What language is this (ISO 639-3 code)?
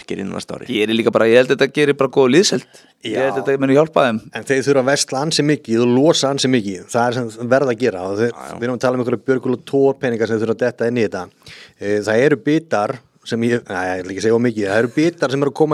isl